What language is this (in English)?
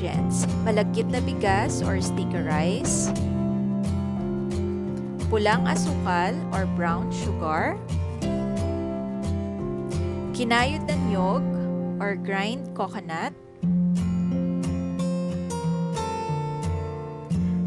Filipino